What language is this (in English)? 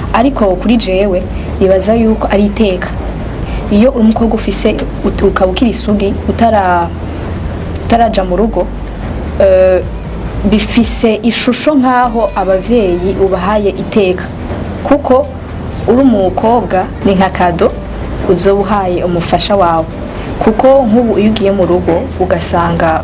Rundi